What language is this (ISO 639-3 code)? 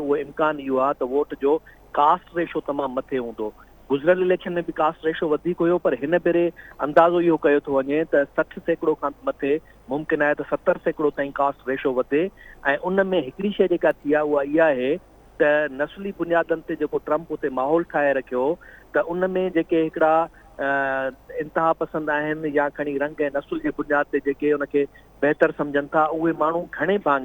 snd